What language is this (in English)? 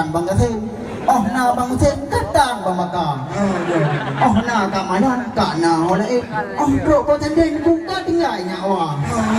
Achinese